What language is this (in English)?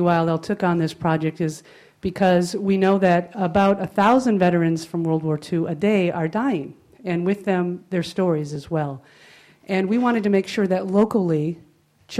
English